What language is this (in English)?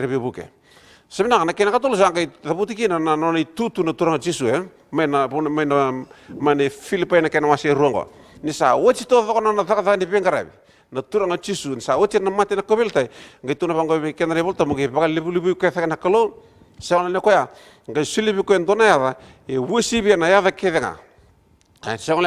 Fijian